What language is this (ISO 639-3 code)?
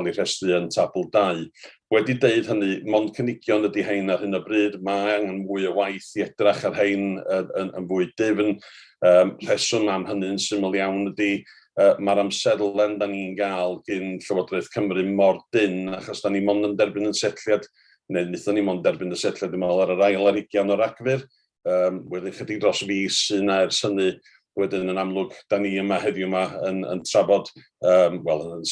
cym